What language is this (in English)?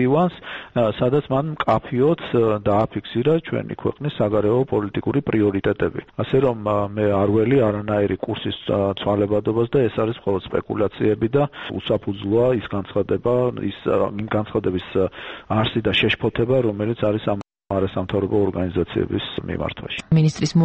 Georgian